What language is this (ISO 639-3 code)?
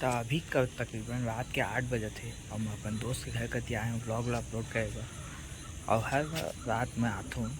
hne